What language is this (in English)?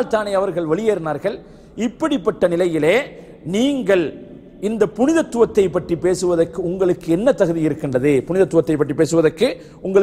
Tamil